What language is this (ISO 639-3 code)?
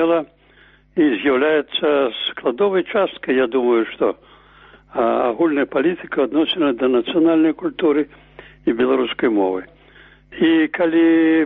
bel